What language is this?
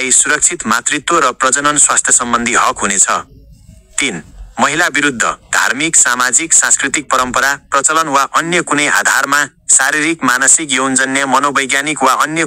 Nepali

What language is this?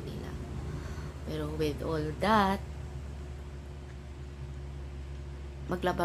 Filipino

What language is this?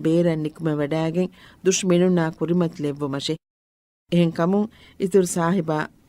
Divehi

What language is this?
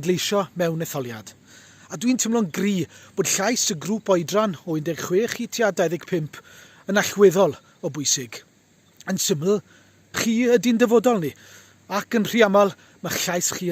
Welsh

